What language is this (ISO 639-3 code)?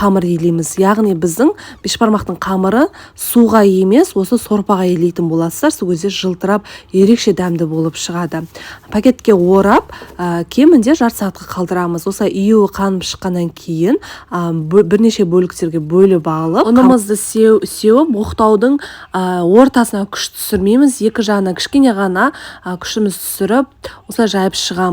kaz